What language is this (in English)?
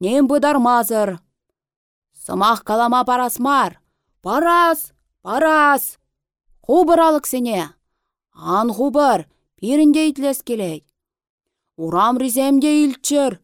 Chuvash